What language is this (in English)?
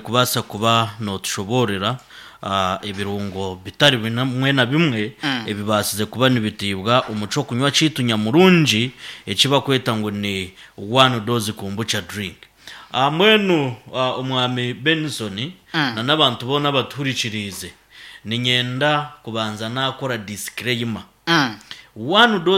Nyankole